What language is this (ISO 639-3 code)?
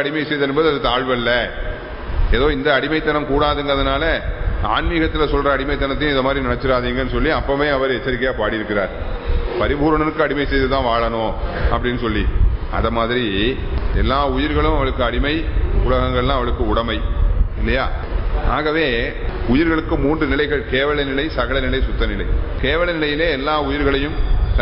tam